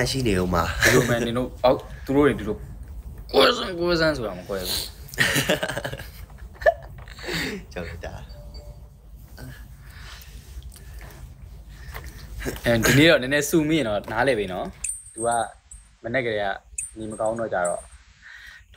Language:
Burmese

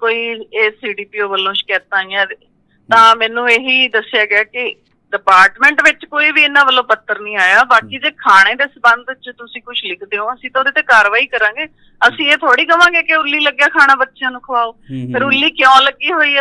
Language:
Punjabi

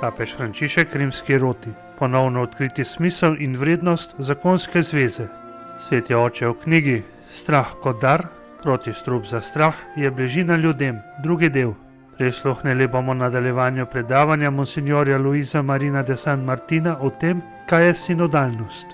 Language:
Slovenian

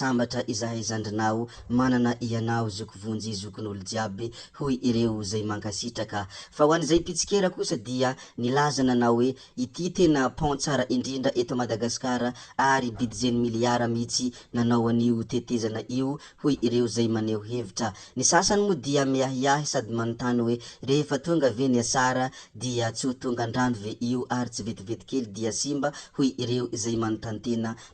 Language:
Malagasy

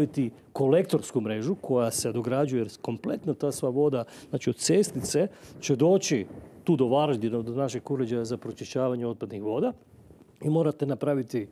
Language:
Croatian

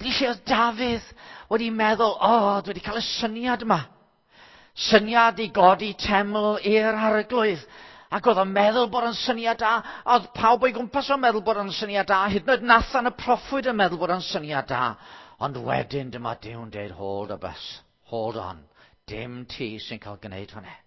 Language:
Welsh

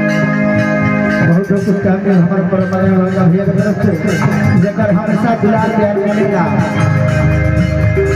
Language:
Bhojpuri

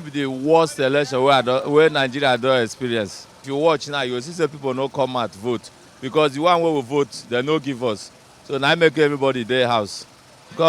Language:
Nigerian Pidgin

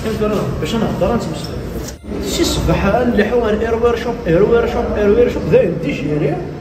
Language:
Kabyle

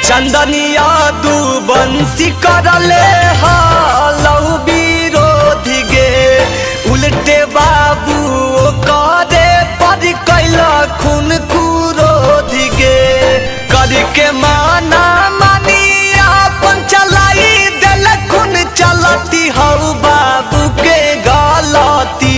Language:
Magahi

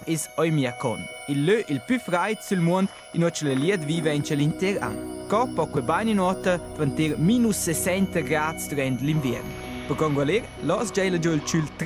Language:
Romansh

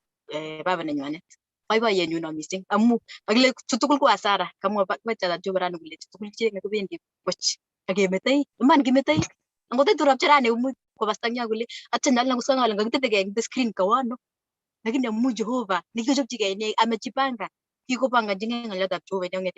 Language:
Kalenjin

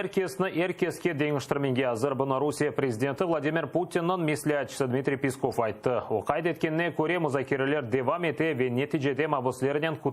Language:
Crimean Tatar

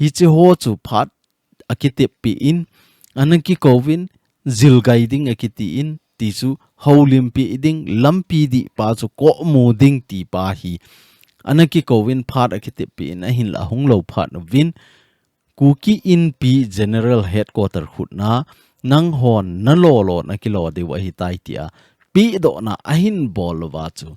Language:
Thado Chin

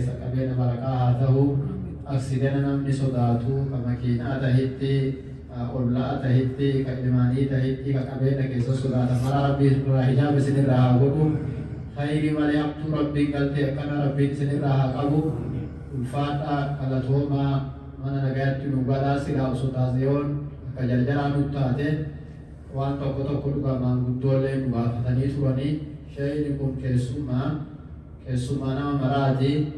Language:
Oromo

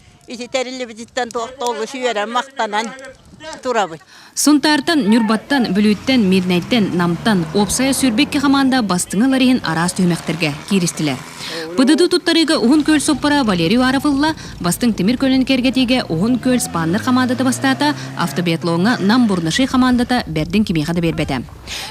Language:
Yakut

